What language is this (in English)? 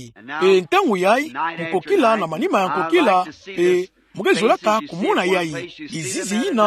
Kituba (Democratic Republic of Congo)